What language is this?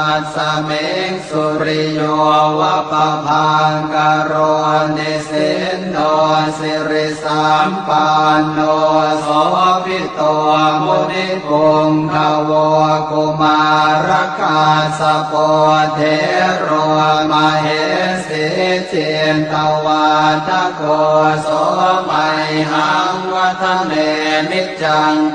Pali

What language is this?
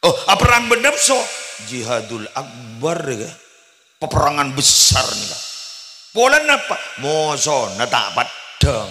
Madurese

